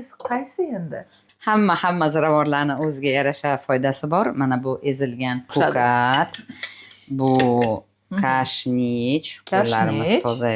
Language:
Uzbek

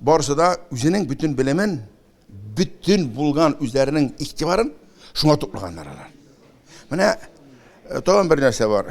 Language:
Tatar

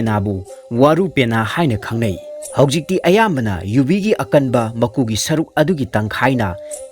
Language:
Manipuri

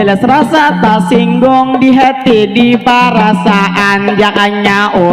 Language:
Banjar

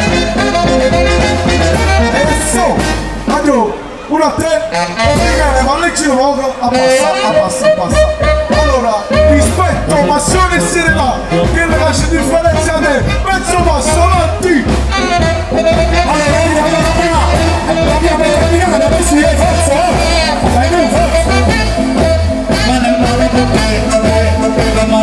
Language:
Italian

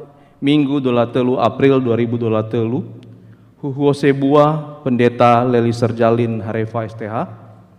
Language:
Nias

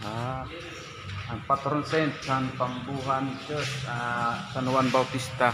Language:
Waray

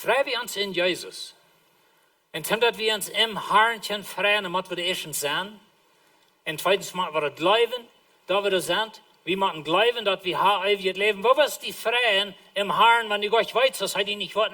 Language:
Plautdietsch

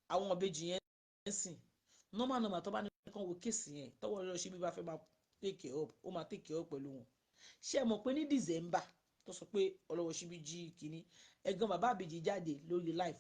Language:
Yoruba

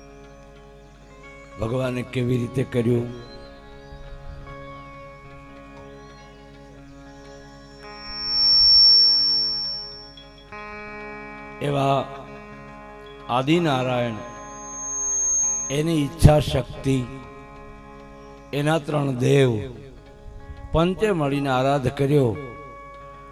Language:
Gujarati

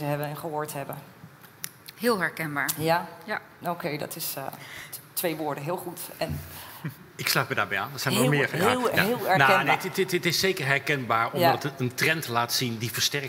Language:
Dutch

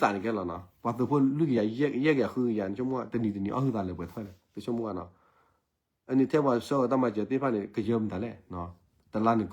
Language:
S'gaw Karen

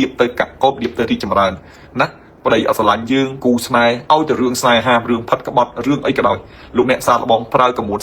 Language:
Khmer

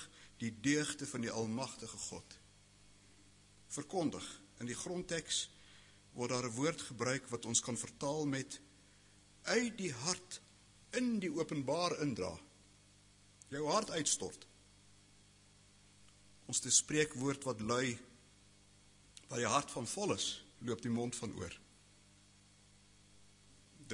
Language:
Afrikaans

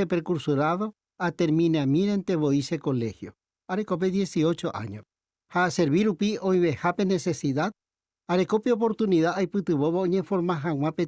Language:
Guarani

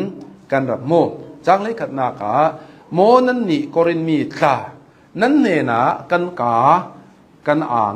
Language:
Hakha Chin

